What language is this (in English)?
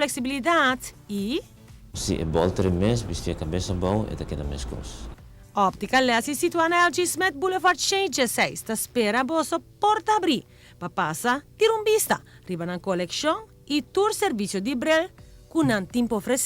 Papiamento